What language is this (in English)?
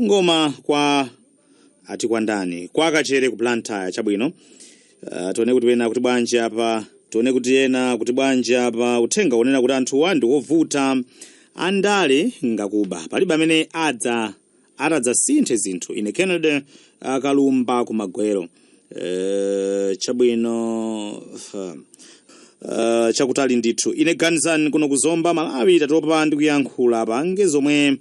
Nyanja